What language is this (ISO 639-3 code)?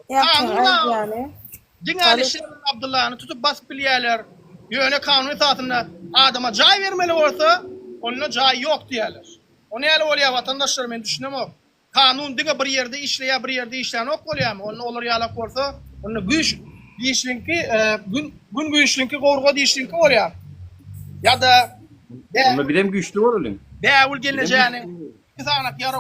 tuk